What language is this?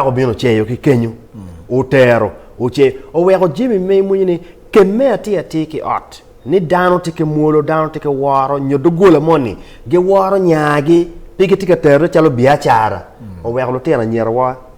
Acoli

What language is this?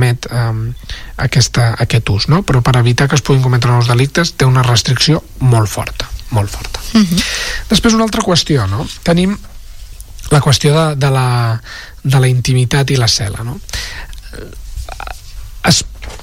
Catalan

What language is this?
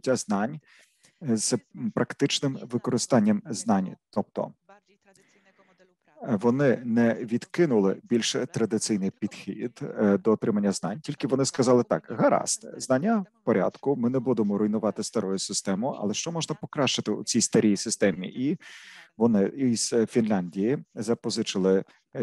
Ukrainian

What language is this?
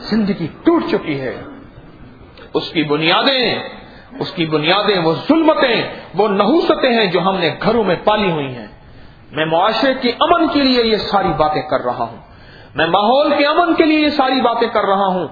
Urdu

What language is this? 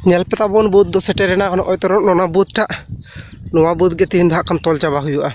Santali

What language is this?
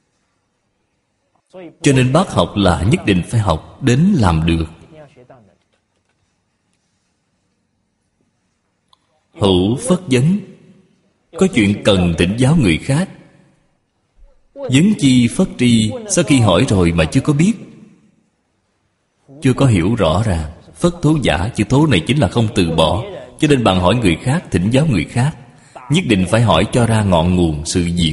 Vietnamese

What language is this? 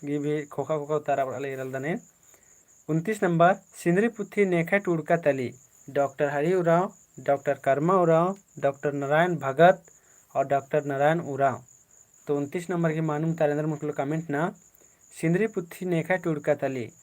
Kurukh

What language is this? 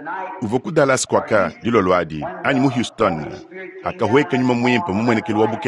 Luba-Lulua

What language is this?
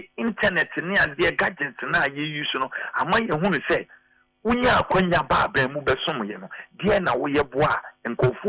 Akan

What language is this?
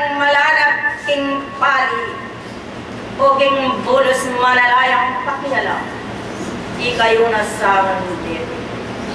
Pampanga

